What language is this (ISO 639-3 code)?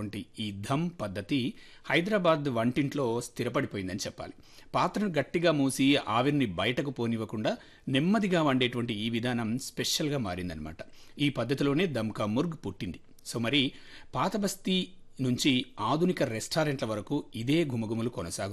tel